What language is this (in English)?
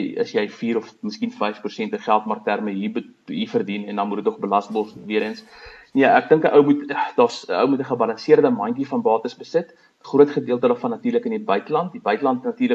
Afrikaans